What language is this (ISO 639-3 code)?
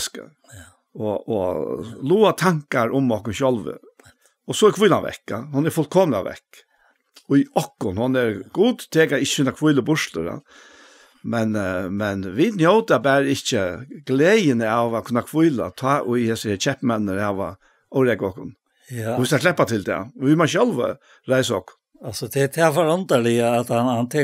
fao